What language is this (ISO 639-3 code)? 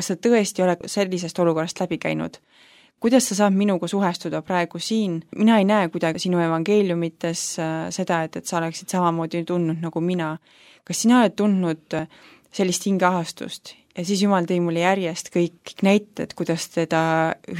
est